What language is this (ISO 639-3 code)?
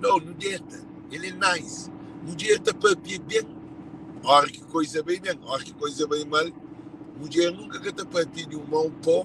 kea